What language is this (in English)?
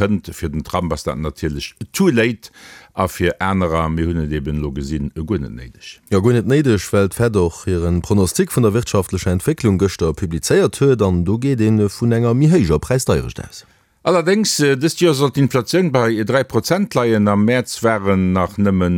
Luxembourgish